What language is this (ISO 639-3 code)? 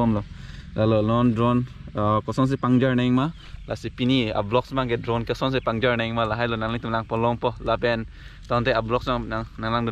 mjw